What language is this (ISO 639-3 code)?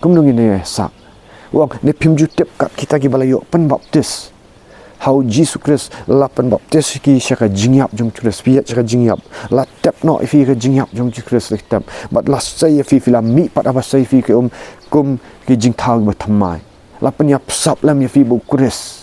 kha